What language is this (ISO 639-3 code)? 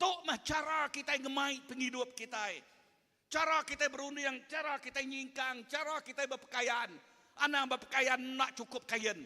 iba